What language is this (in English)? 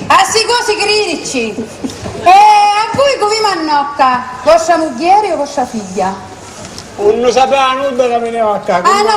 Sicilian